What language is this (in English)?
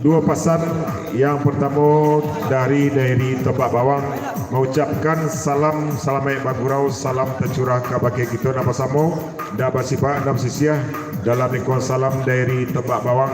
Minangkabau